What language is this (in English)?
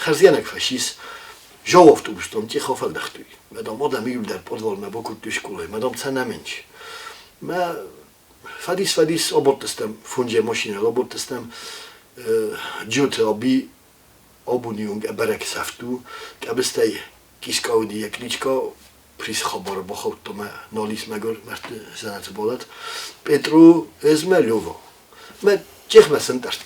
Ossetic